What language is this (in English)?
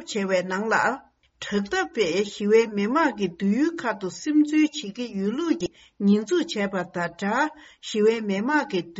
Tibetan